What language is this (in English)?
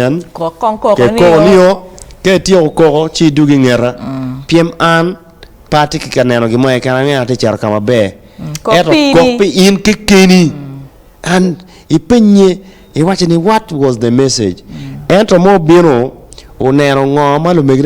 Acoli